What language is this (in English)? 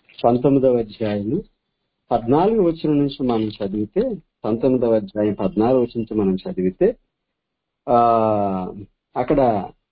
Telugu